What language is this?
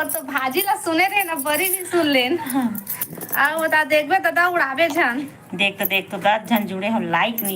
Chhattisgarhi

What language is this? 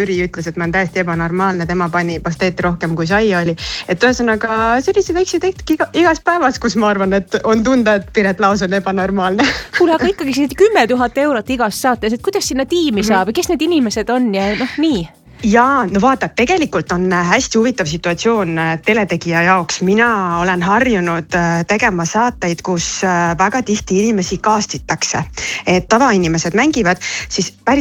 Estonian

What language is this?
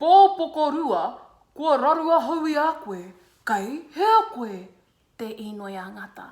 Māori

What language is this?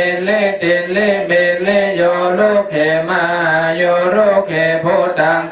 Pali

